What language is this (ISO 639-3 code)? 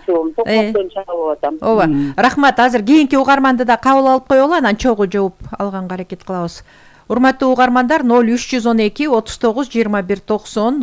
kir